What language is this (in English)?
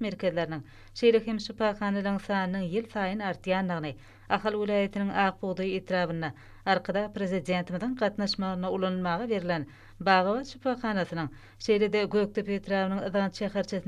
Turkmen